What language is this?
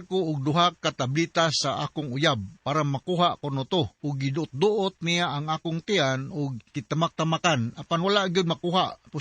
Cebuano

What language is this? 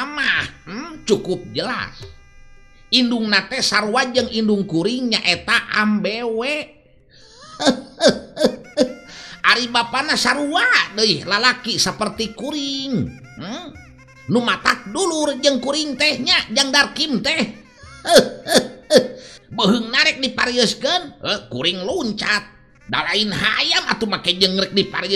Sundanese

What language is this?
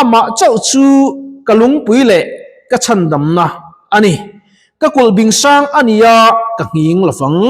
Mizo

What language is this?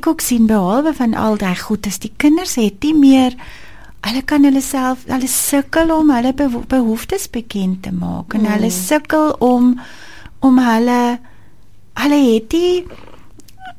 Afrikaans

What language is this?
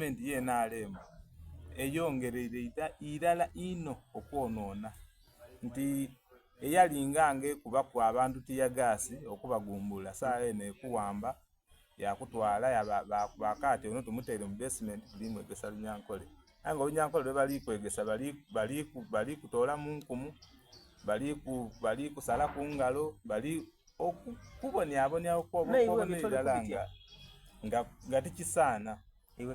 Soga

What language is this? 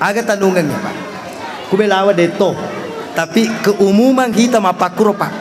Buginese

